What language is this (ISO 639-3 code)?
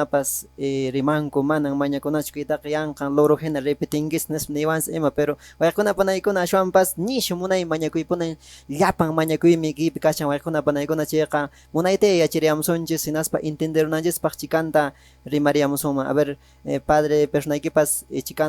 que